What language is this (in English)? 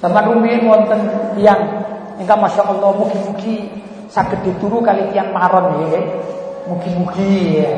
Javanese